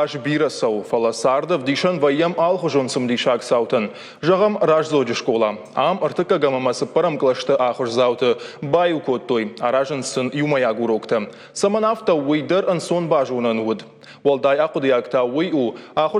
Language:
Ossetic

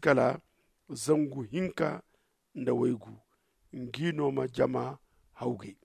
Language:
Zarma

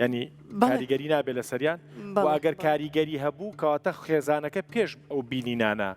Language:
Central Kurdish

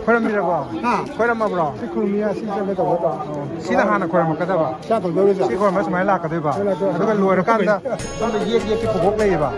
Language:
Manipuri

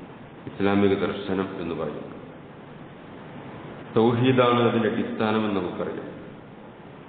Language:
Malayalam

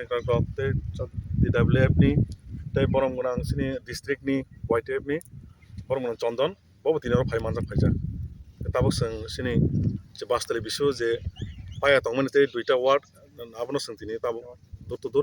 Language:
Kok Borok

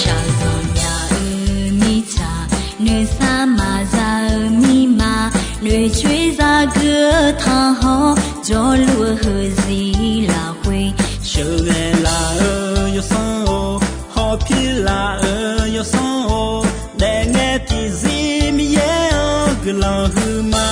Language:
Akha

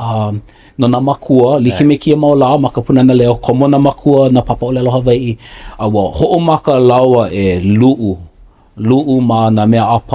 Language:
Hawaiian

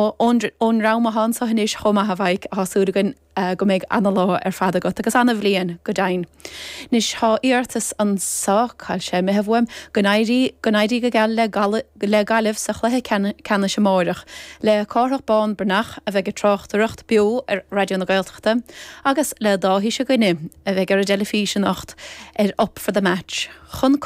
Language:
Irish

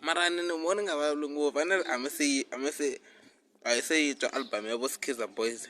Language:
Tsonga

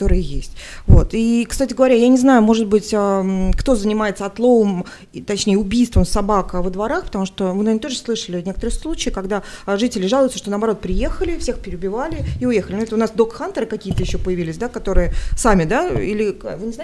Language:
Russian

